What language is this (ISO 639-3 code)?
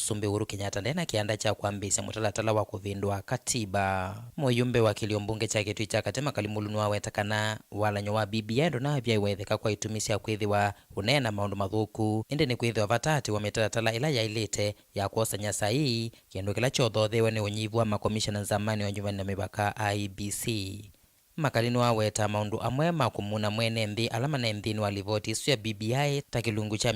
kam